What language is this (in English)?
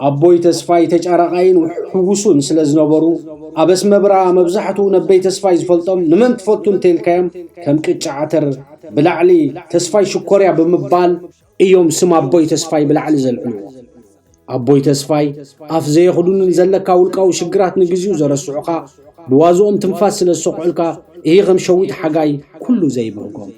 Tigrinya